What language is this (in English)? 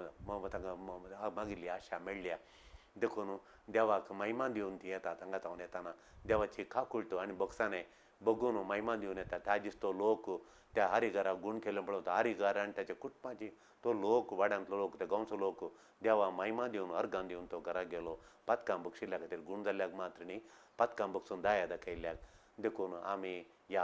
Konkani